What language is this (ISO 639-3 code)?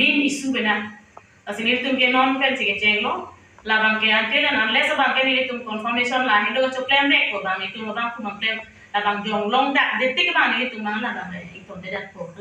mjw